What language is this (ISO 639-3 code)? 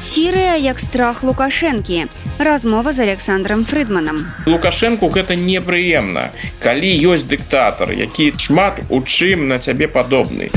bel